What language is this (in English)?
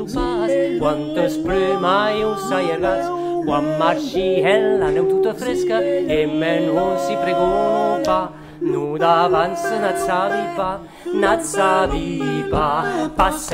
Occitan